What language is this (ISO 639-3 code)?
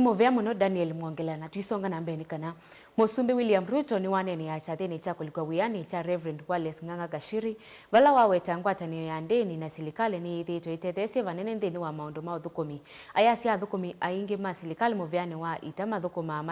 kam